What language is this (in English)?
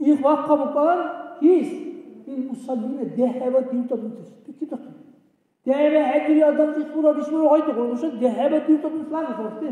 Dargwa